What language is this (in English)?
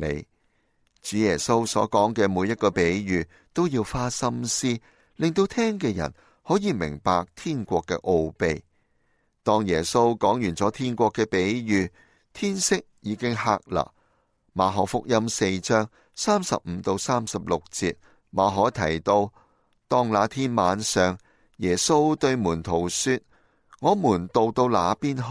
Cantonese